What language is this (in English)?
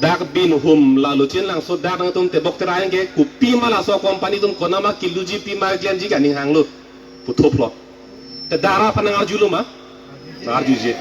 Karbi